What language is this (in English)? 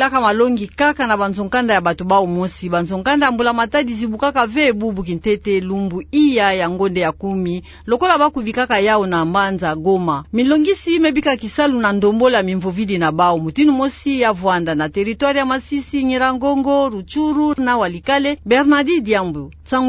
Kituba (Democratic Republic of Congo)